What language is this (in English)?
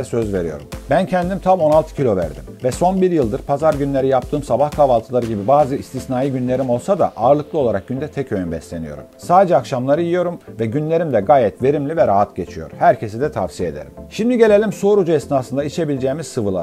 Turkish